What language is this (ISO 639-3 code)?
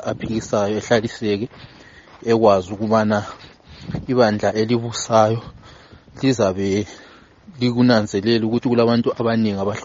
nde